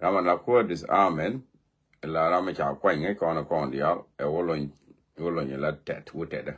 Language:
Nuer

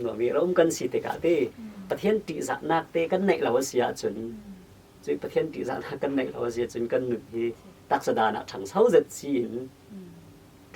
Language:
Falam Chin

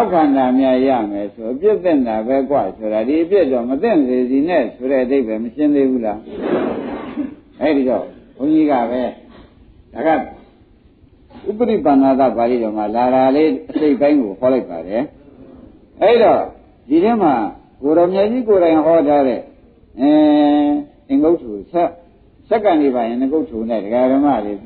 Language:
Burmese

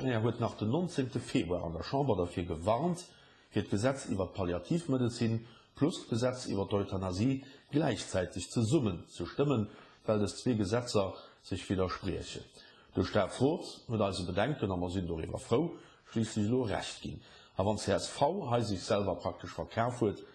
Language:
Luxembourgish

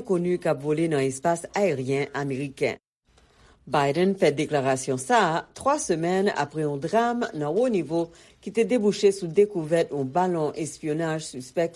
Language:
Haitian Creole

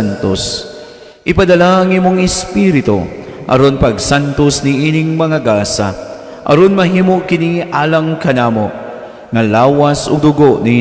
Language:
Cebuano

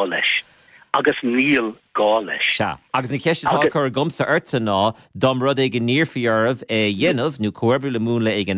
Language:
Irish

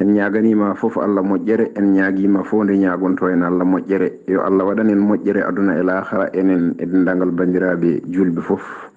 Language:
Fula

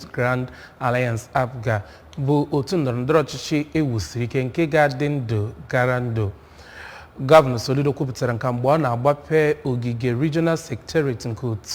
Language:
Igbo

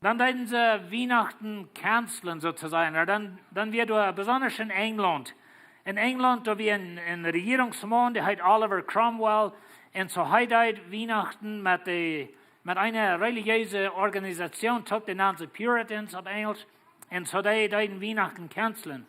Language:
Plautdietsch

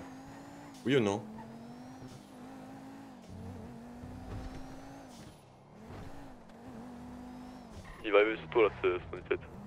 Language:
French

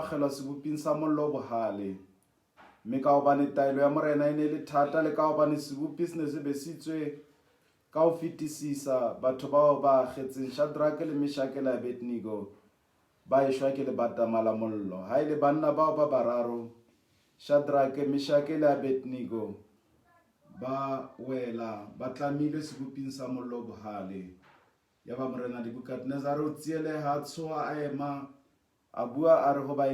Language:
Southern Sotho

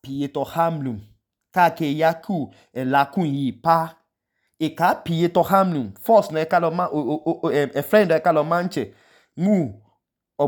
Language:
Idoma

